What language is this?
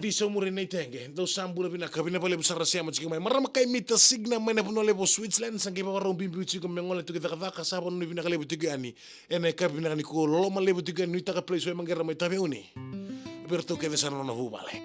Fijian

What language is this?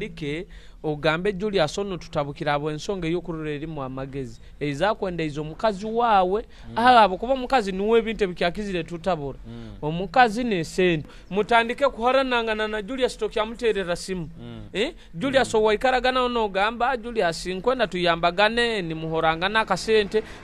Nyoro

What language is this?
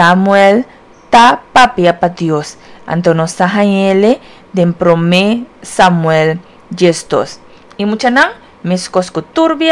Papiamento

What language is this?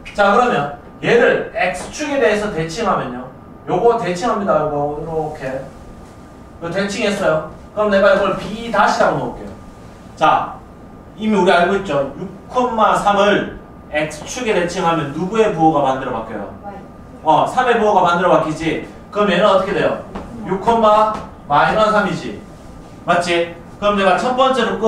Korean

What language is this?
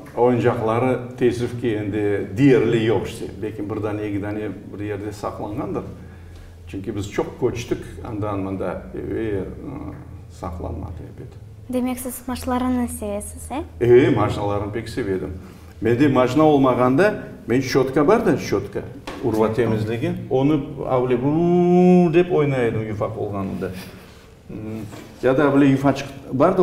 Crimean Tatar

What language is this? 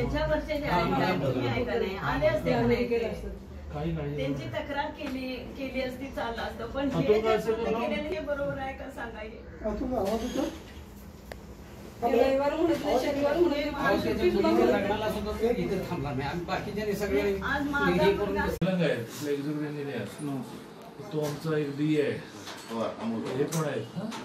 Marathi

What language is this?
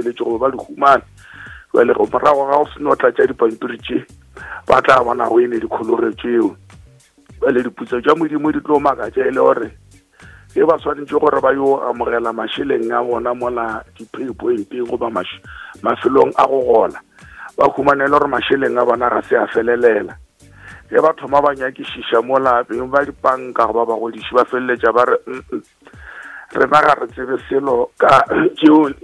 Northern Sotho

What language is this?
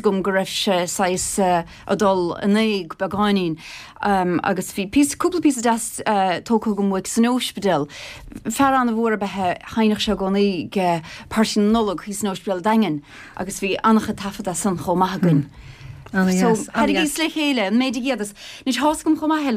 Irish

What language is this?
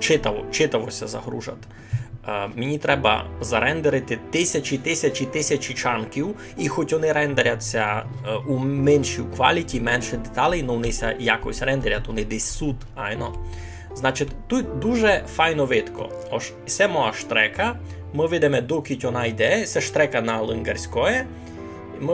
Rusyn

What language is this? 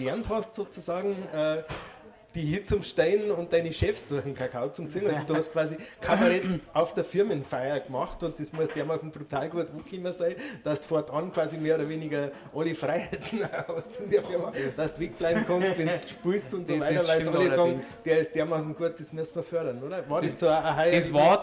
Bavarian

